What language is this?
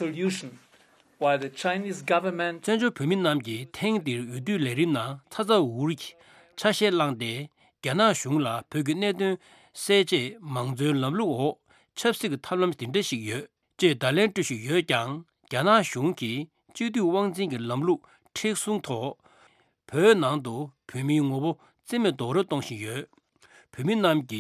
Tibetan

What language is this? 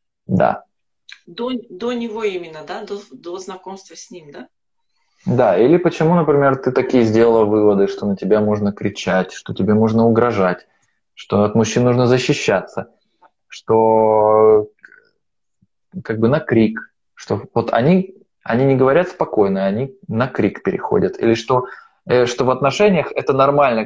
Russian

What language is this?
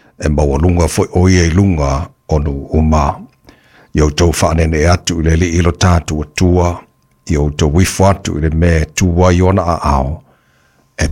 Samoan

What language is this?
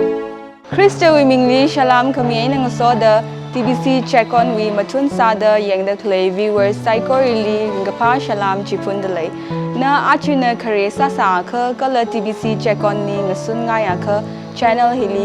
Tangkhul Naga (India)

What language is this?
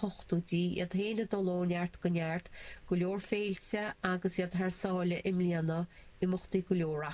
Irish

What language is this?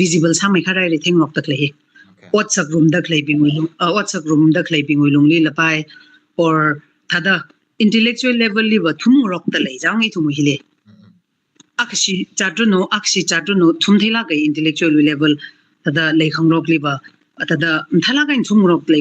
Tangkhul Naga (India)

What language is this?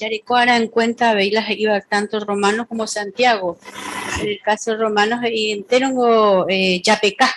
Guarani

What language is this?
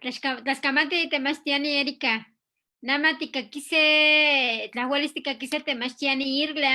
Eastern Huasteca Nahuatl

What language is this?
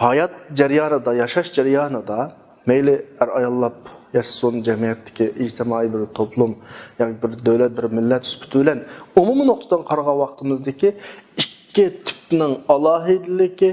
Uyghur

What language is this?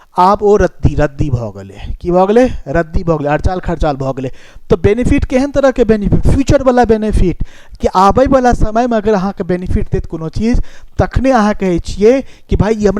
Maithili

